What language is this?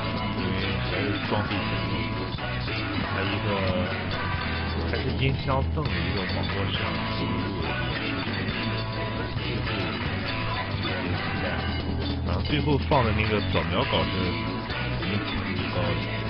Chinese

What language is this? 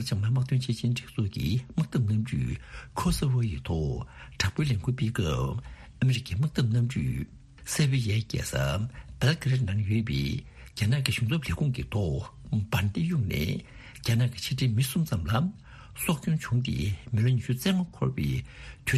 Tibetan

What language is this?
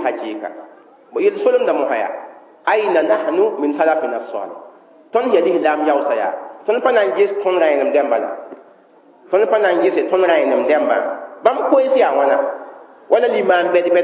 Mossi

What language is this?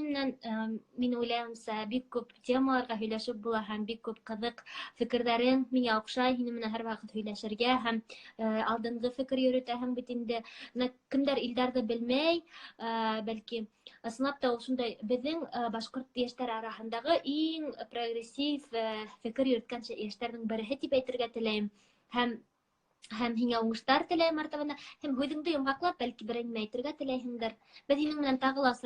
Bashkir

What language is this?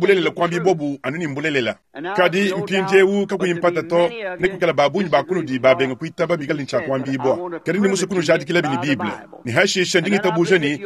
Luba-Lulua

